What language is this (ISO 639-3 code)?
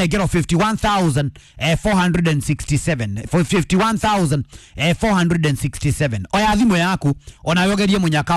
kik